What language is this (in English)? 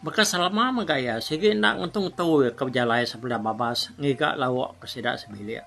Iban